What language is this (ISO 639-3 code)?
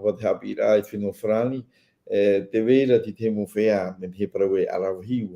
tah